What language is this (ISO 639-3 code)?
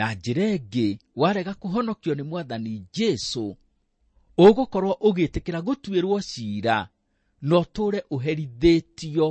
kik